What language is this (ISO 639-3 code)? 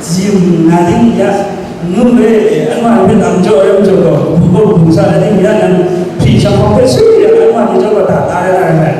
kac